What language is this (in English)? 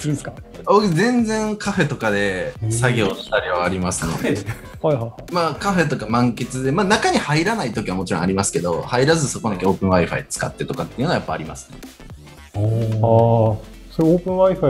Japanese